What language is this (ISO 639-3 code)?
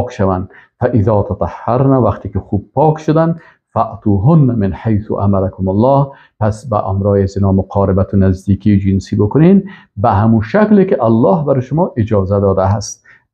fas